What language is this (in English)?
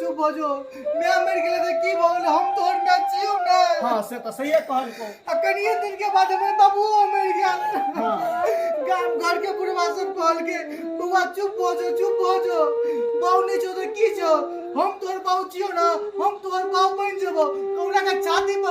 Maithili